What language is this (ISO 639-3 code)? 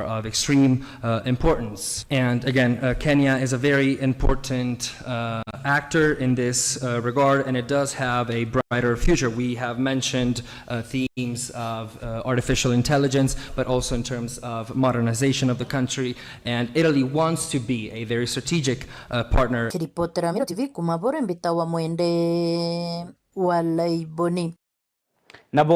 mer